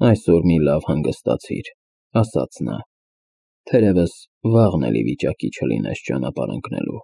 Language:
Armenian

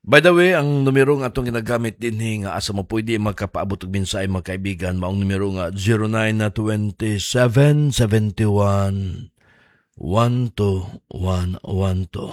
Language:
Cebuano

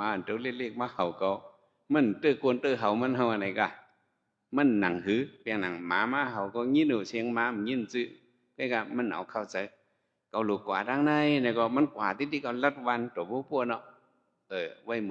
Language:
Shan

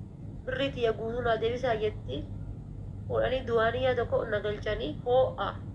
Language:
Oromo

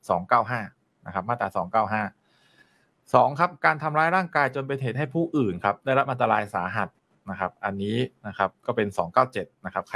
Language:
Thai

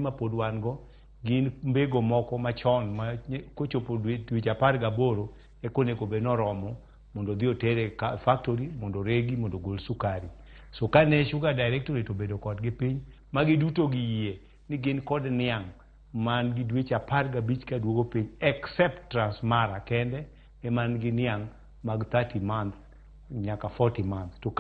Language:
Luo (Kenya and Tanzania)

